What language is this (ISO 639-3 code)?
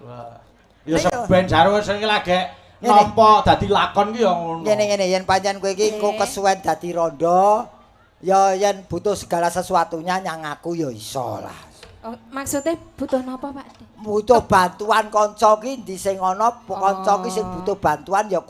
jav